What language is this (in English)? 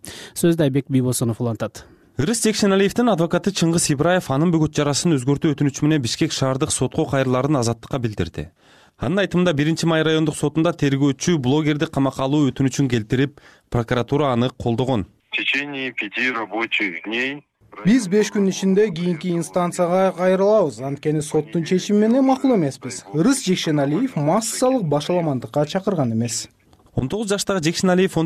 Kyrgyz